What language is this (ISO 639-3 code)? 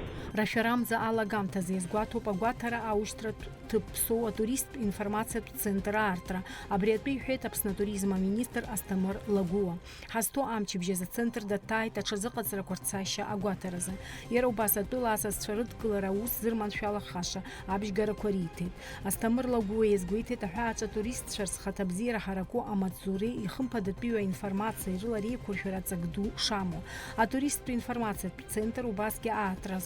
abk